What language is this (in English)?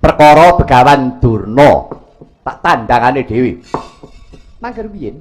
Javanese